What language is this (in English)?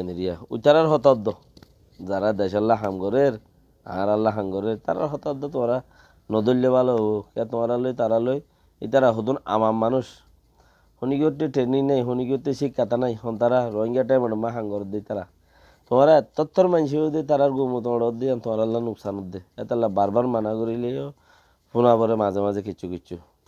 Rohingya